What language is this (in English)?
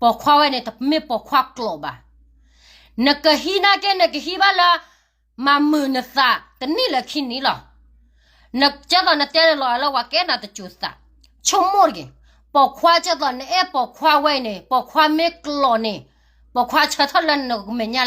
S'gaw Karen